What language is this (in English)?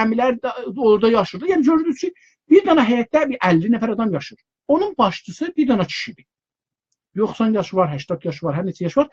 South Azerbaijani